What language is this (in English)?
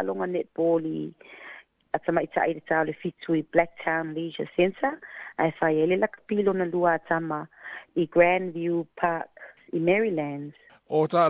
Samoan